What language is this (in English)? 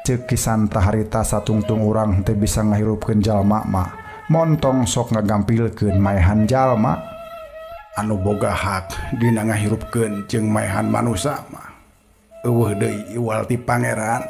Sundanese